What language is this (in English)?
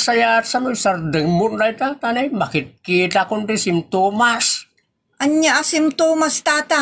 Iloko